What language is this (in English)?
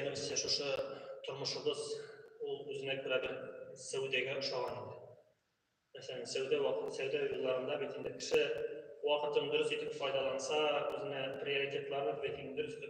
Tatar